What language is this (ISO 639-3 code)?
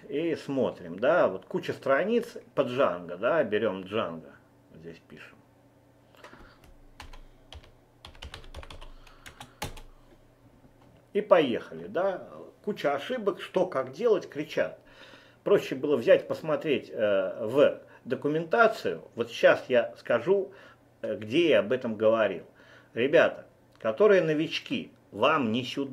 rus